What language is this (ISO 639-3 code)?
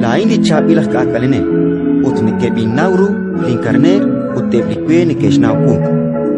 kek